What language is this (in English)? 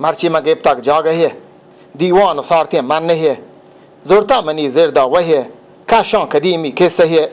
Eastern Balochi